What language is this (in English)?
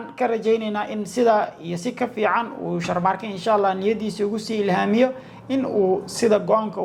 Somali